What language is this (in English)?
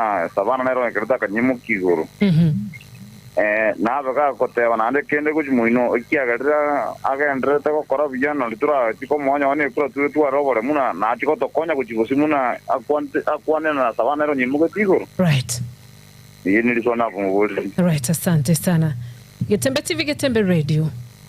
Gusii